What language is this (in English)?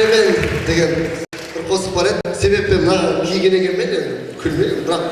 Kara-Kalpak